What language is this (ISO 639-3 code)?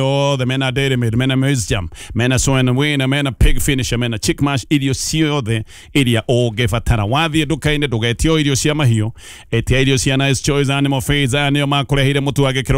kik